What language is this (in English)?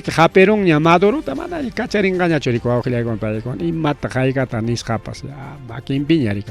Ayacucho Quechua